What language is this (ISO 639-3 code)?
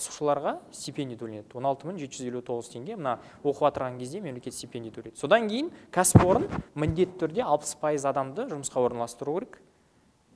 kaz